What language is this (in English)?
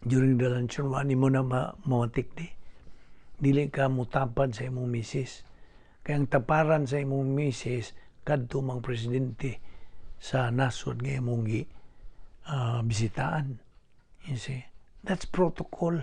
Cebuano